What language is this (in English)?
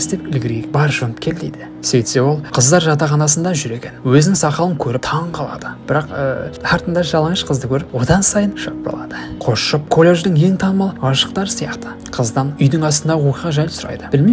Kazakh